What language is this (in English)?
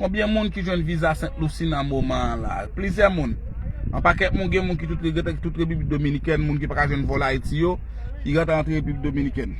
Haitian Creole